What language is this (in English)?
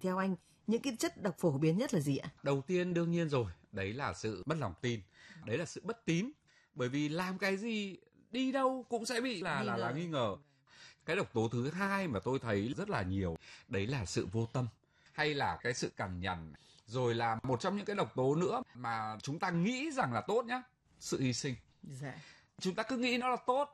Vietnamese